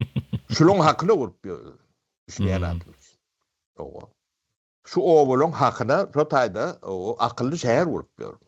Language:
Turkmen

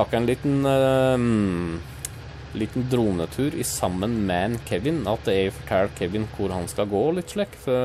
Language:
Norwegian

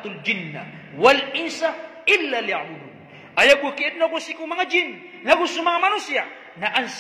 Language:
Maranao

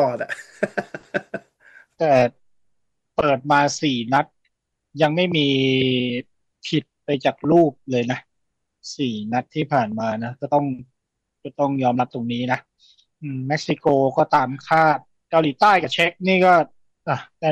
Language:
Thai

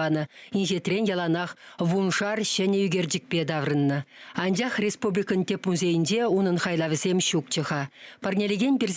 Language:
Chuvash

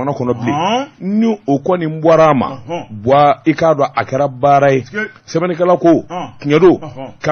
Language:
Bambara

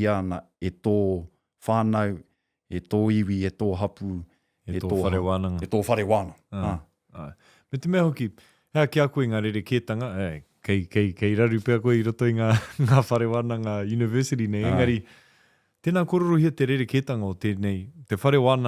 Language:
Māori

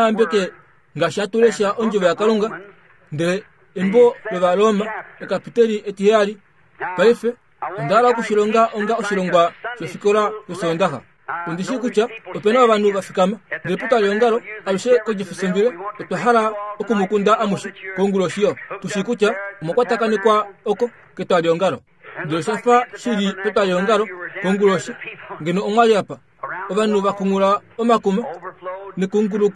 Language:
Kuanyama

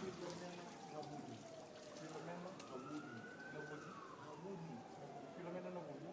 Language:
Fijian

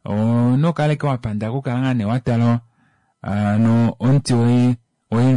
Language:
Kuanyama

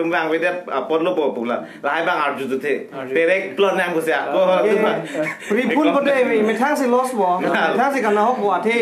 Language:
Karbi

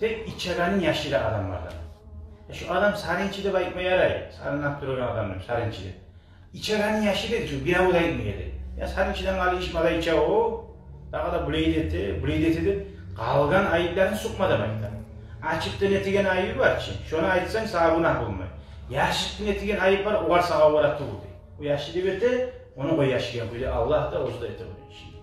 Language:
Kumyk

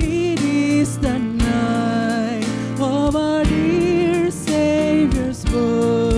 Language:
Batak Simalungun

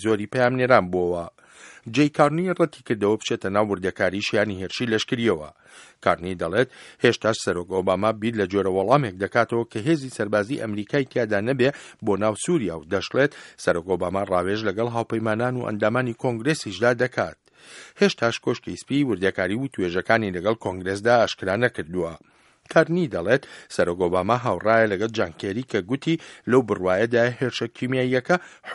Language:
Central Kurdish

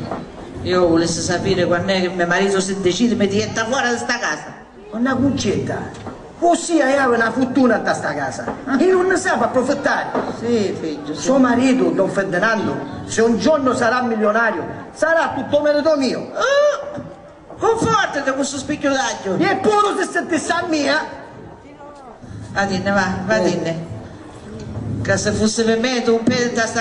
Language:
Italian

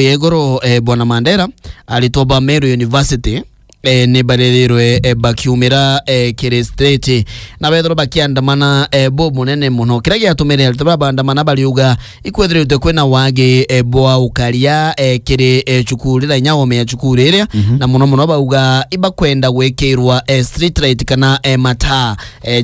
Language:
Meru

